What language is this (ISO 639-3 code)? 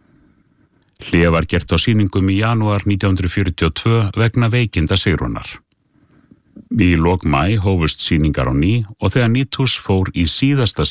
isl